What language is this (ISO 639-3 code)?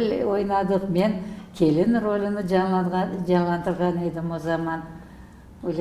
crh